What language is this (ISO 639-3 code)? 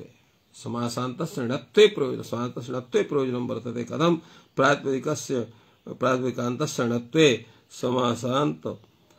san